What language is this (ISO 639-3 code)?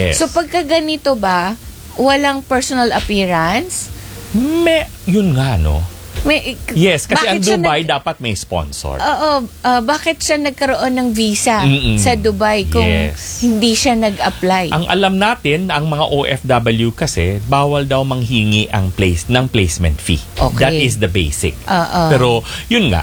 fil